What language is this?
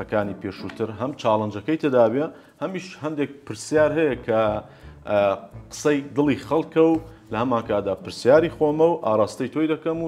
Central Kurdish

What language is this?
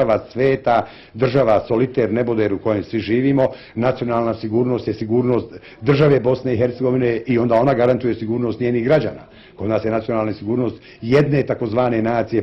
Bosnian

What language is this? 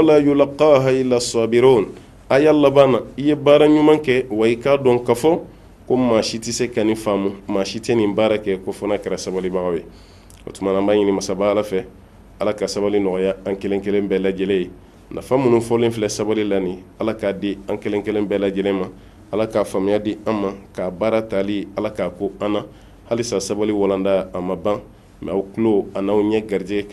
Bambara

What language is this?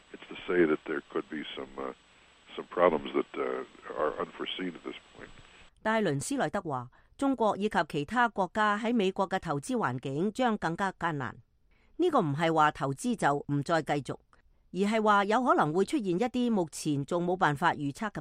Cantonese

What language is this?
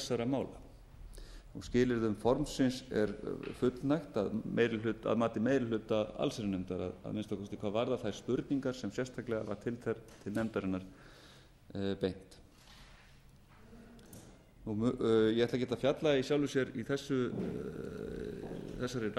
Icelandic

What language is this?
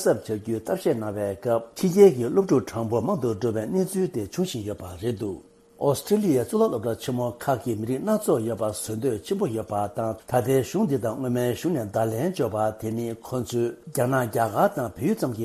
Tibetan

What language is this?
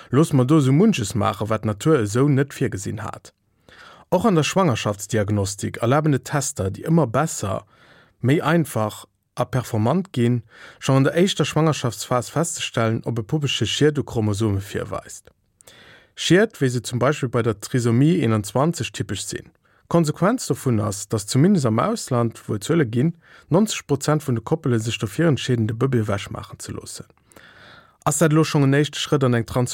Luxembourgish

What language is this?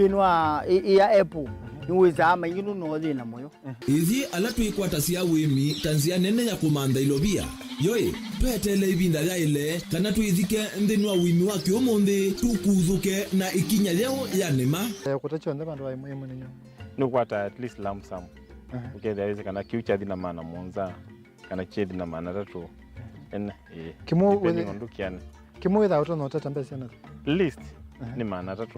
Kamba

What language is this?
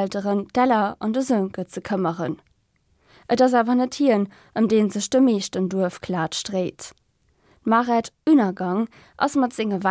Luxembourgish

